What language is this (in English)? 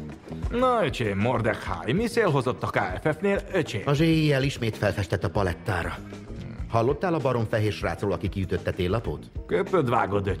Hungarian